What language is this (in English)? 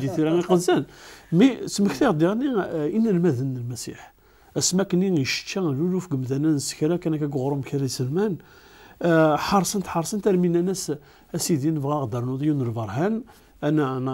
Kabyle